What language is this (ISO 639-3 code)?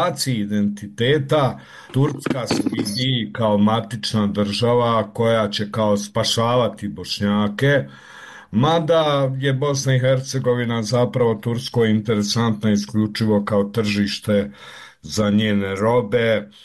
bos